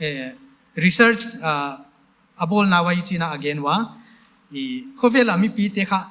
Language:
Paite Chin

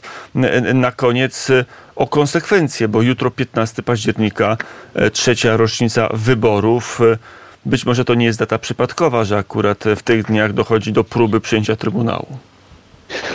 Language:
Polish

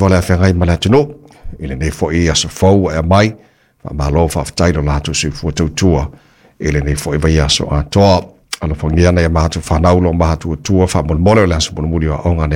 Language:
Samoan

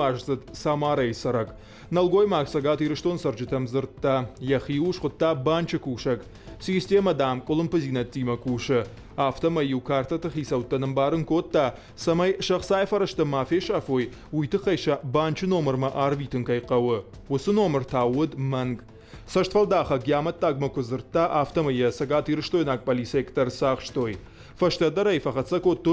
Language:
Ossetic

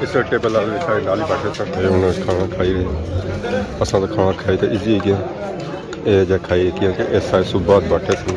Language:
Pahari-Potwari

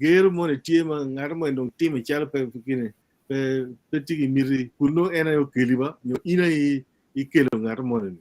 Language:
Acoli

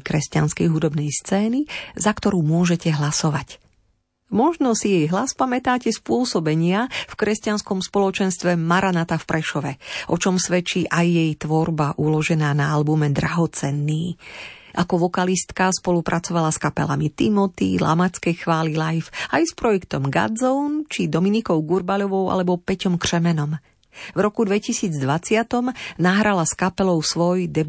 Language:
Slovak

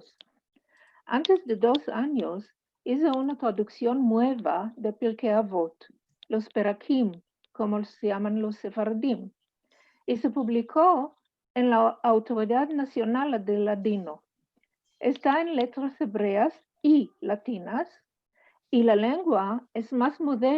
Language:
Ladino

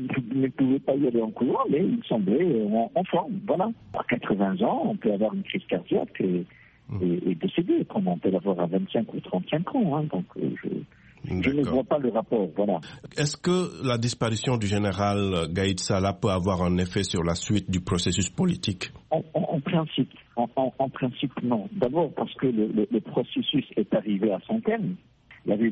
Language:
French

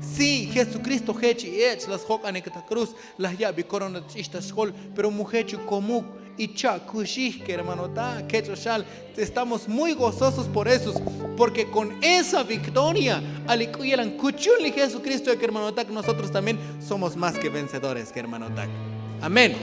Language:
Tzotzil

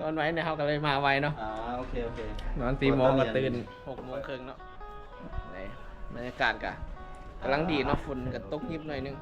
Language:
Northeastern Thai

